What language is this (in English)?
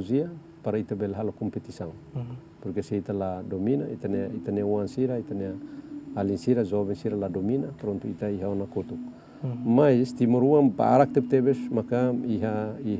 Tetum